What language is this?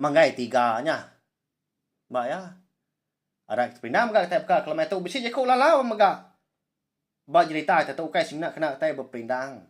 Iban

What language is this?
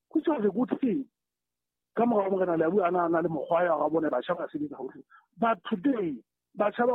Southern Sotho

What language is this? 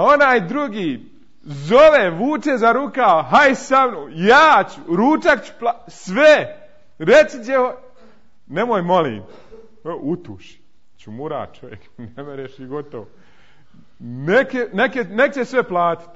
Bosnian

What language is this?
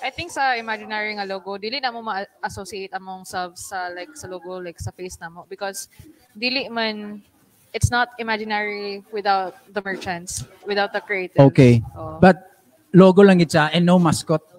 Cebuano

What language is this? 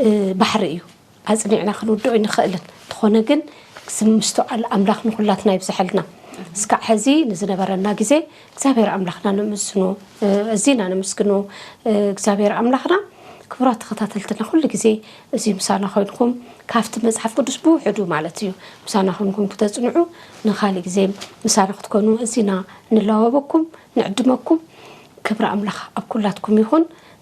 Tigrinya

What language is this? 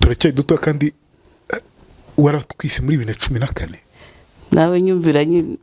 Kinyarwanda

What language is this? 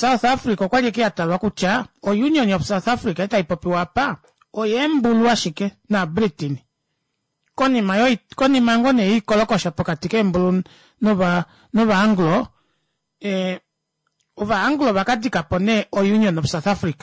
Kuanyama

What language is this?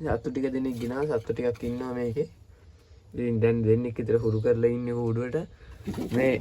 Sinhala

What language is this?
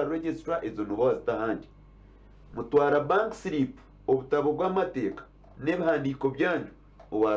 Nyankole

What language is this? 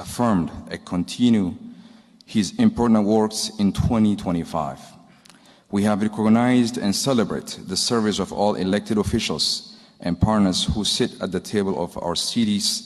English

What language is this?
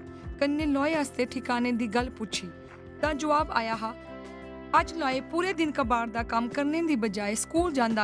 Dogri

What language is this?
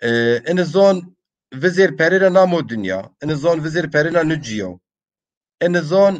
Zaza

